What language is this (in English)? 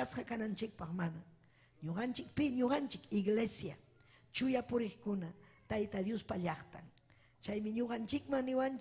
Ayacucho Quechua